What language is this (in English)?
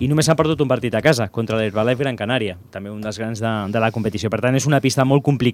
Catalan